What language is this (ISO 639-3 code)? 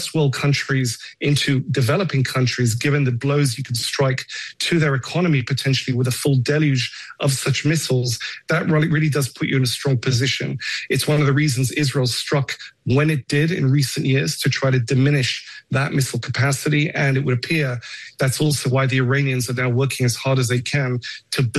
eng